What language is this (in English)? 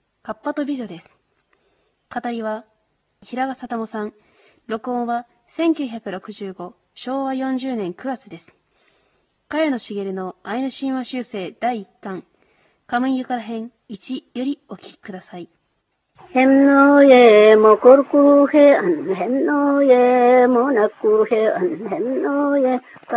Japanese